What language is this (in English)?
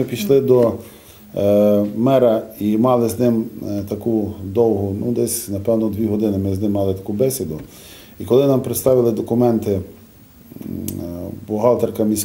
Ukrainian